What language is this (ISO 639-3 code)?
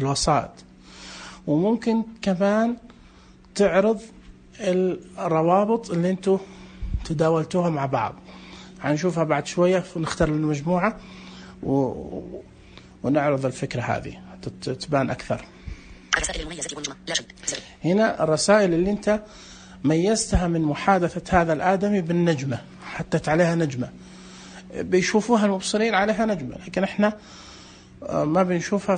ars